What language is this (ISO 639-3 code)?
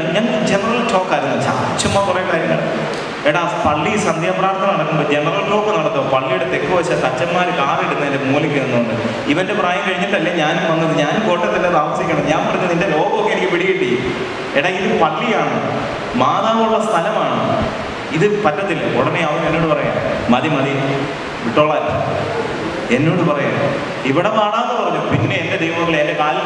mal